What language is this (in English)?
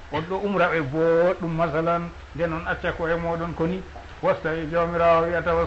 Fula